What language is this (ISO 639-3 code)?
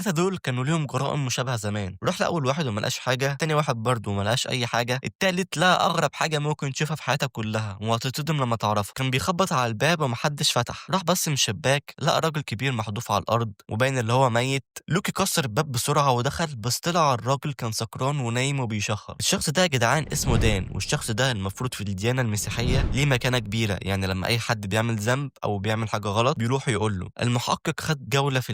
arz